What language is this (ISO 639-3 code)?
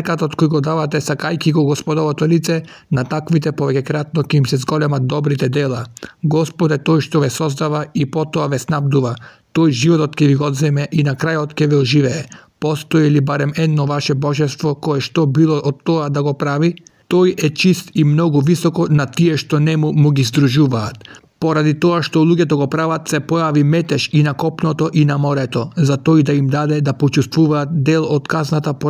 mkd